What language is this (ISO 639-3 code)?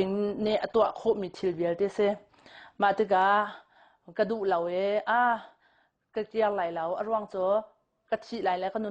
cnh